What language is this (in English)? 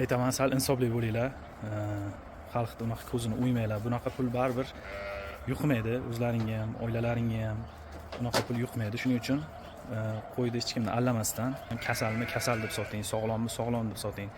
Uzbek